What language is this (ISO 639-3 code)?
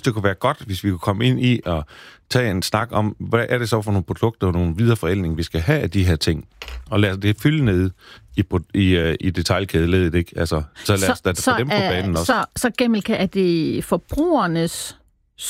dan